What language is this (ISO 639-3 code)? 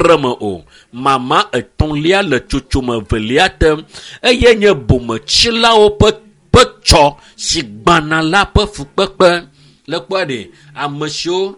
ewe